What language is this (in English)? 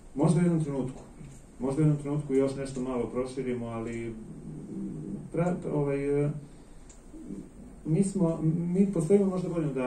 Serbian